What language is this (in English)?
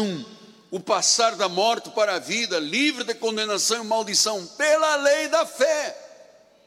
Portuguese